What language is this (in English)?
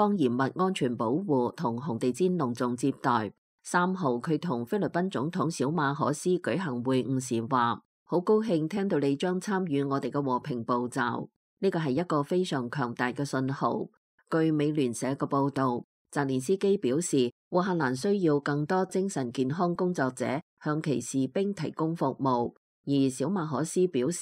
Cantonese